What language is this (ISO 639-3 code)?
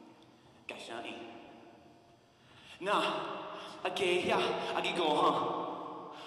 eng